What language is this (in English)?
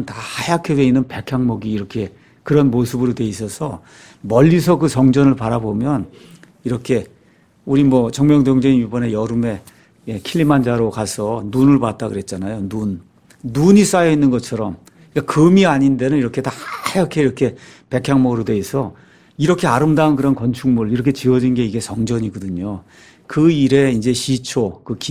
Korean